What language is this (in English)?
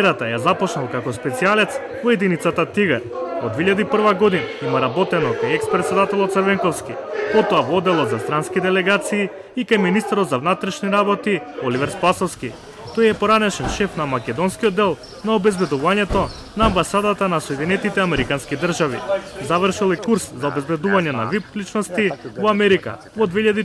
Macedonian